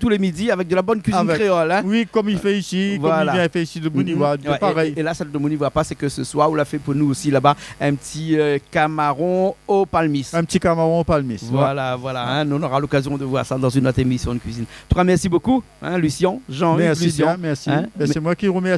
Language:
Réunion Creole French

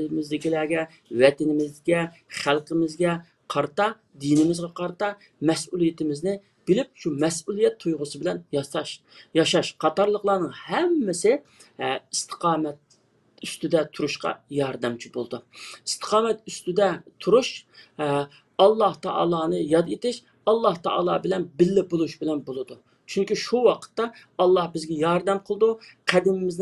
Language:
Uyghur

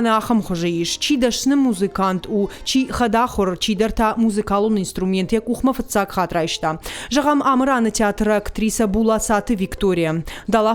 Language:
Ossetic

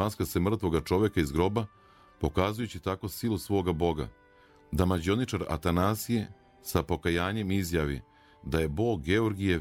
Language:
Serbian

